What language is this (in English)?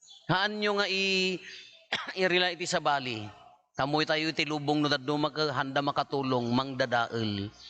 Iloko